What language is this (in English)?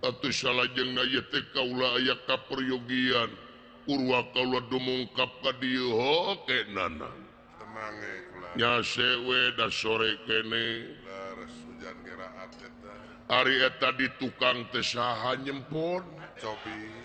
Sundanese